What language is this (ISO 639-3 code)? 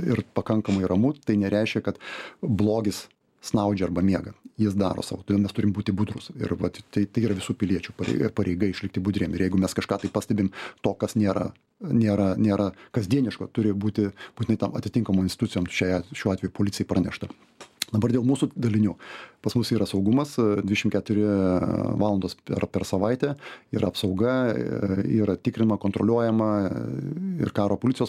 lit